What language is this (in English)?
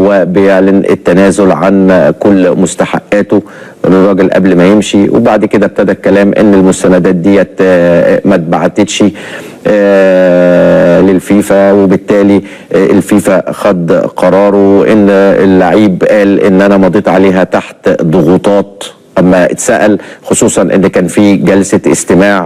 Egyptian Arabic